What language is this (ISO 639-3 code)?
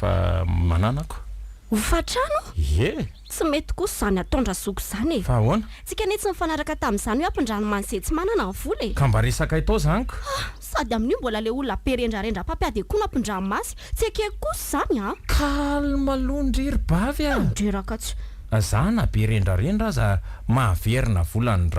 mlg